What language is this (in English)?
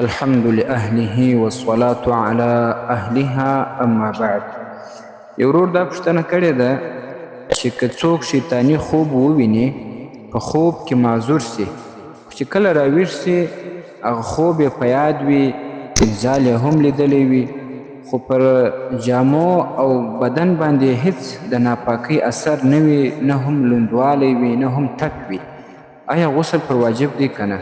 Pashto